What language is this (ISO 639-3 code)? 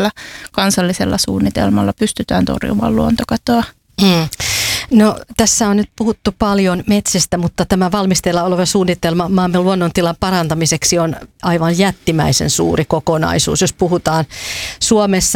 fin